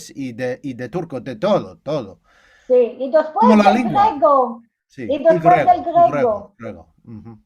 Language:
Ladino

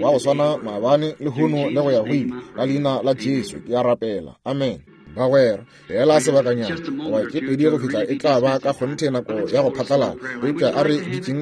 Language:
Northern Sotho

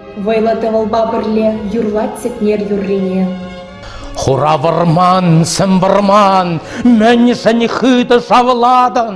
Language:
Chuvash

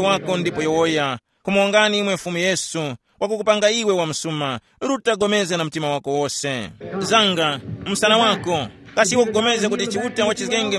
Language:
Tumbuka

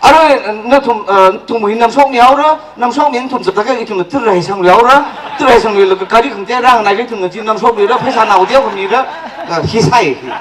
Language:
Tangkhul Naga (India)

